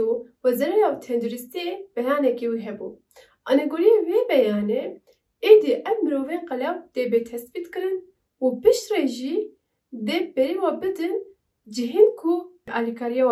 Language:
Kurdish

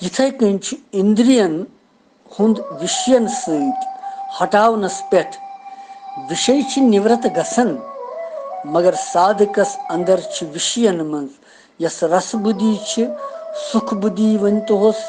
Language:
Kashmiri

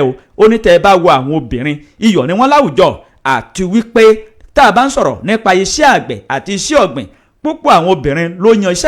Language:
Yoruba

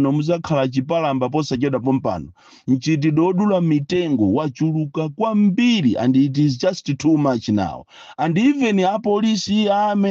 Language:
Nyanja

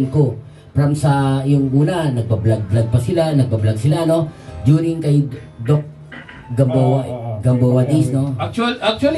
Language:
Filipino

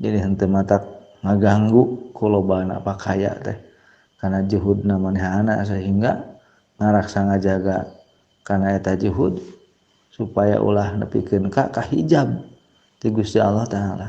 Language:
Sundanese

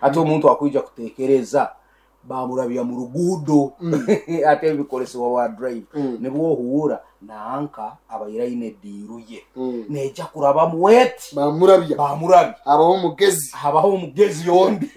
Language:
Nyankole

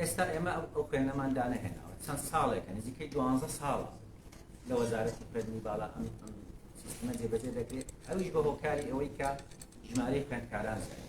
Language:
Central Kurdish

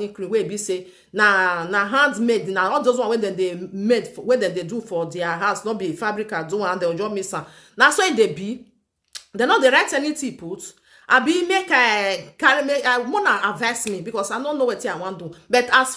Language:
Nigerian Pidgin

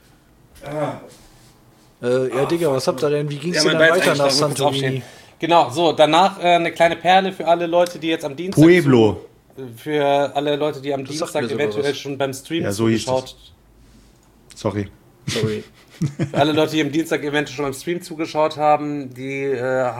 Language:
German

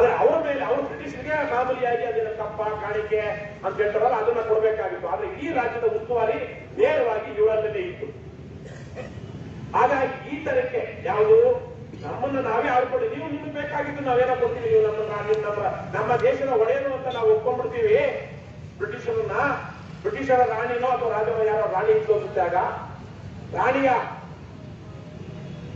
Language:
Kannada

